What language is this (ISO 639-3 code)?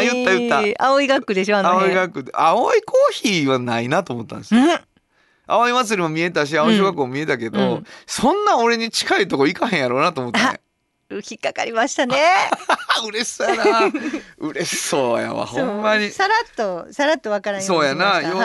jpn